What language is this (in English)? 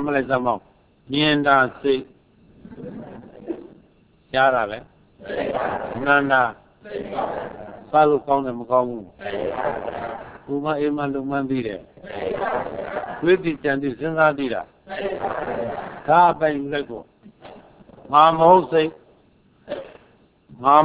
Burmese